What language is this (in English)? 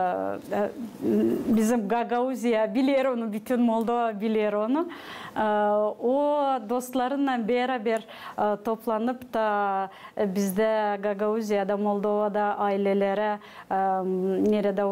Gagauz